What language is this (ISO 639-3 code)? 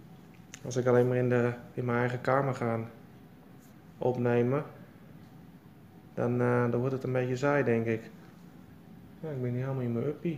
nld